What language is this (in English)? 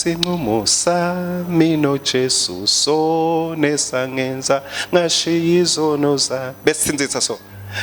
Swati